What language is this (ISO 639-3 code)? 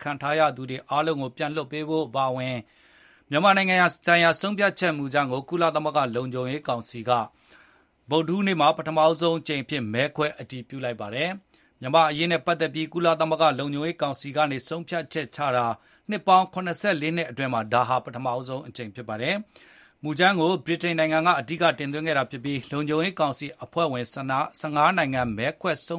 mya